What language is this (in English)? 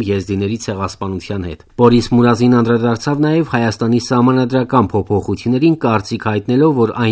Armenian